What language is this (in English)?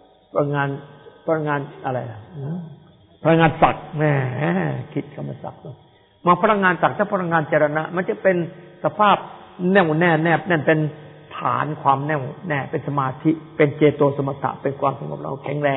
Thai